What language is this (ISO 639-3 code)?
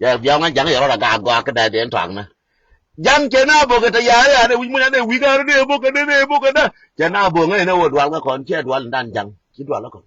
nus